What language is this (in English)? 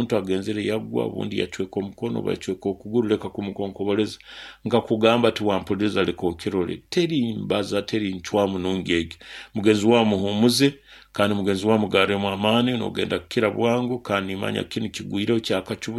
Nyoro